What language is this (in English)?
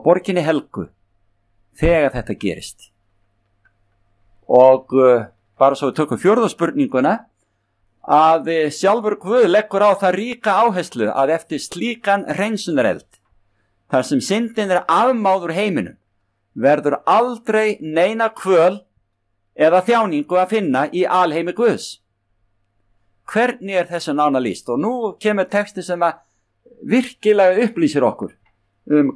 Icelandic